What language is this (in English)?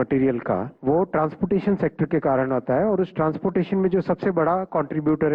Urdu